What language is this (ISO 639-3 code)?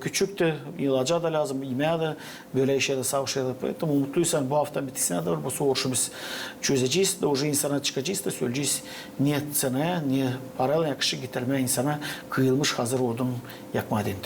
gag